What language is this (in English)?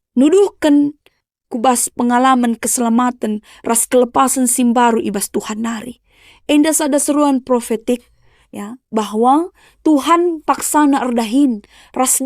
Batak Karo